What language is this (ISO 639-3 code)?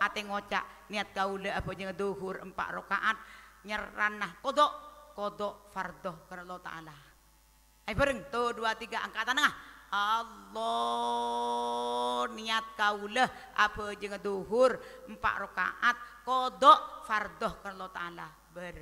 mad